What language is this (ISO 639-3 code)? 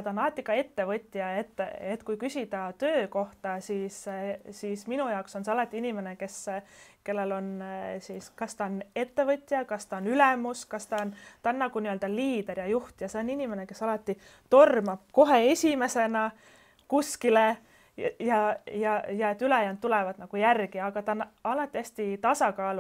est